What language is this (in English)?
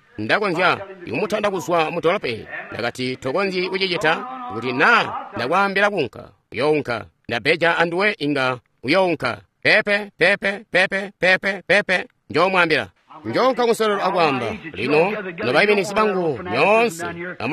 Tonga (Zambia)